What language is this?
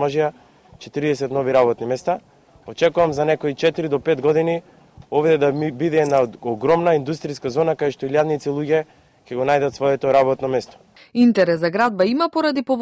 Macedonian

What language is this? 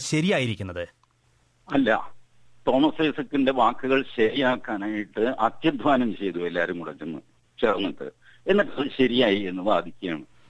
Malayalam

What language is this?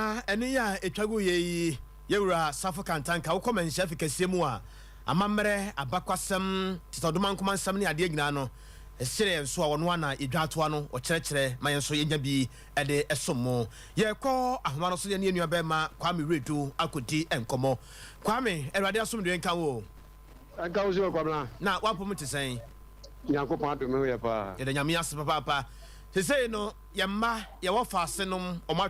Akan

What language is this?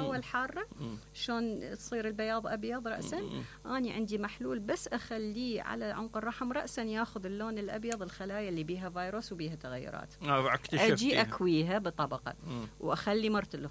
Mesopotamian Arabic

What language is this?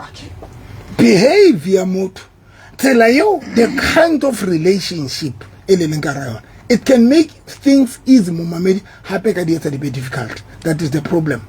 Southern Sotho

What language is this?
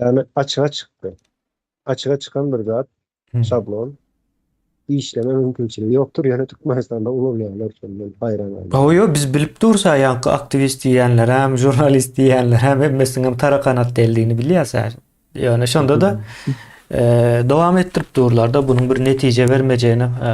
Turkmen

